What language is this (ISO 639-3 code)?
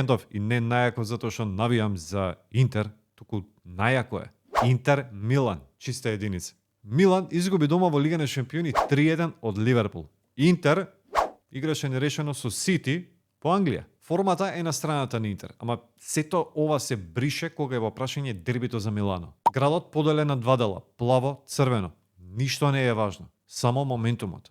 mkd